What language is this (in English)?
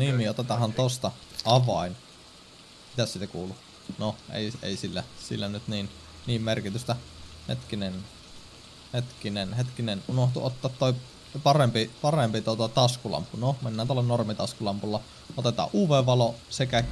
Finnish